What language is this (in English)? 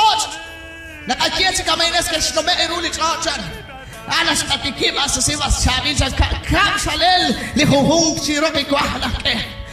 Kekchí